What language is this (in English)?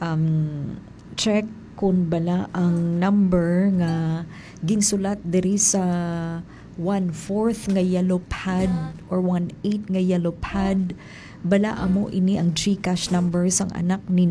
Hiligaynon